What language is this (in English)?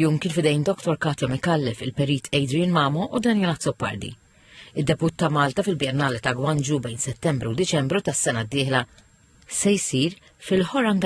Maltese